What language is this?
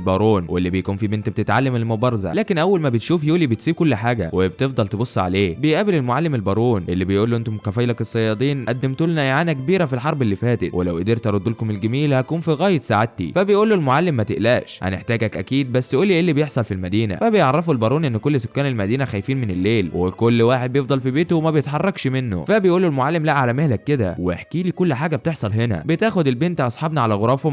Egyptian Arabic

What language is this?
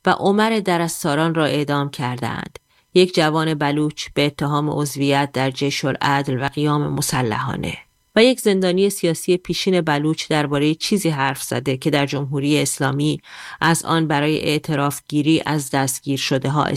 Persian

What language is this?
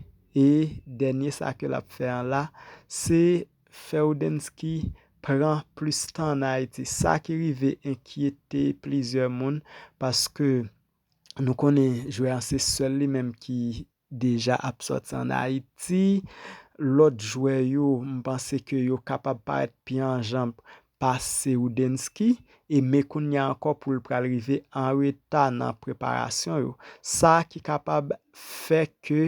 Haitian Creole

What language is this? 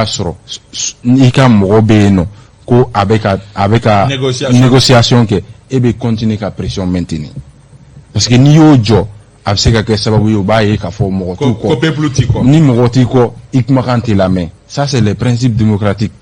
Bambara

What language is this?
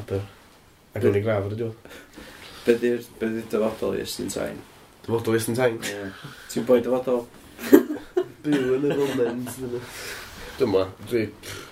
Welsh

